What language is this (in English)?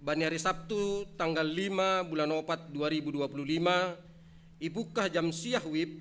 Batak Simalungun